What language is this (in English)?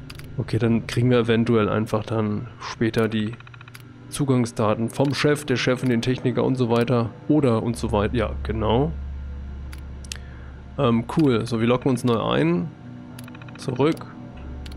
German